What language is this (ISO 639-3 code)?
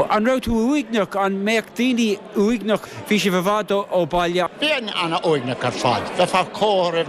gle